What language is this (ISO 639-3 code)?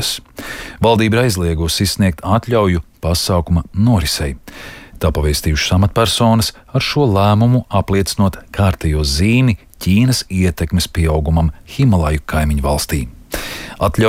lav